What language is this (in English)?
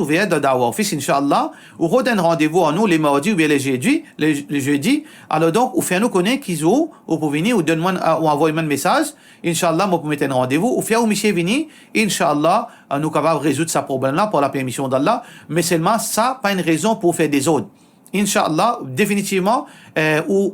Morisyen